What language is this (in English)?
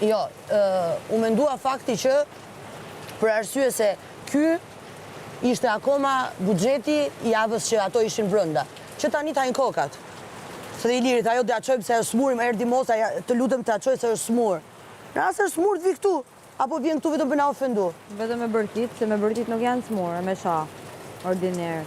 Albanian